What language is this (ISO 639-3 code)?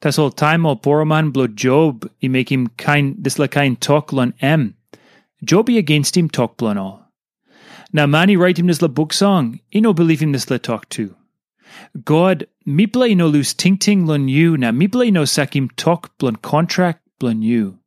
tpi